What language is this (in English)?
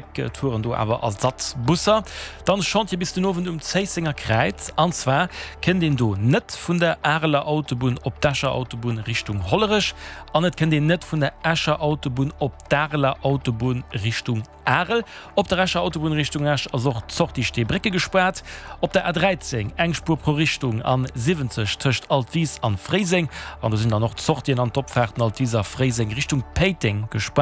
Luxembourgish